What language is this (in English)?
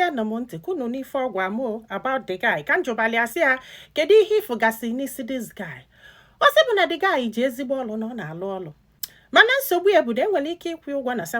Igbo